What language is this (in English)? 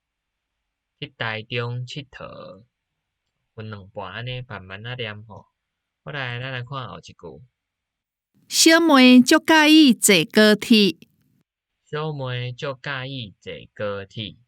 Min Nan Chinese